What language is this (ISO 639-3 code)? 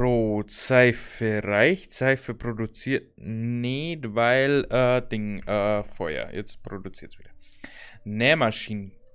bar